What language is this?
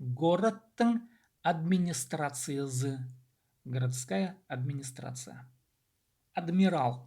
Khakas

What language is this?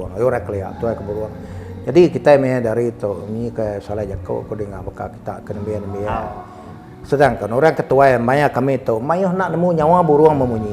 Iban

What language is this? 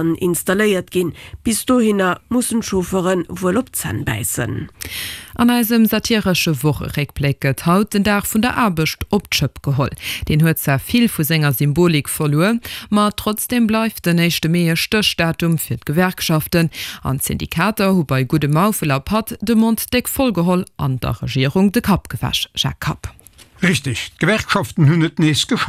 Luxembourgish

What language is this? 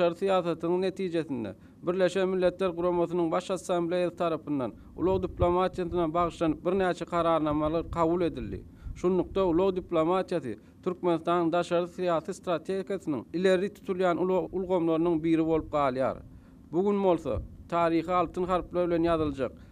Turkmen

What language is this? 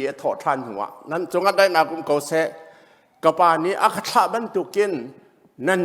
Hakha Chin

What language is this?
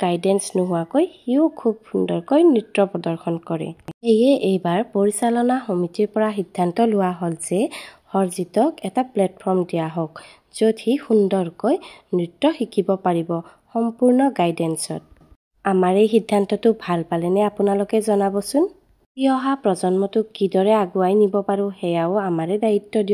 Assamese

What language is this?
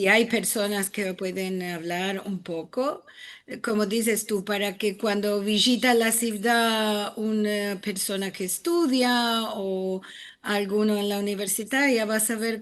Ladino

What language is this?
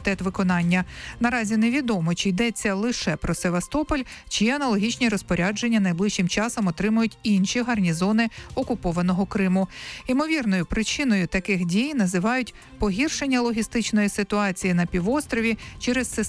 Ukrainian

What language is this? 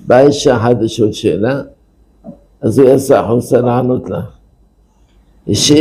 Hebrew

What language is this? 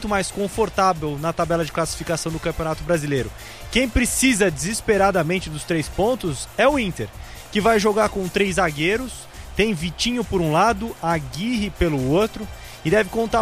Portuguese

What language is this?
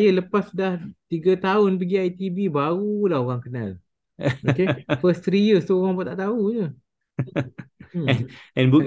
Malay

